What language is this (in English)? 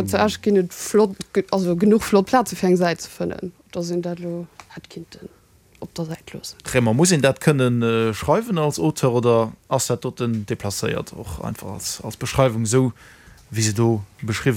Luxembourgish